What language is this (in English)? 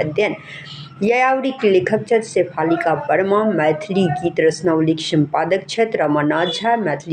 Maithili